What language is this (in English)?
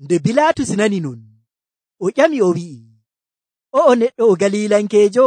Nigerian Fulfulde